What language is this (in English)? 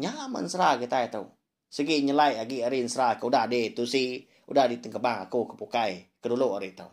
Iban